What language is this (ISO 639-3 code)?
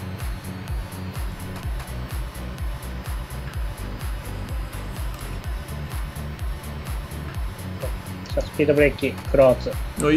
jpn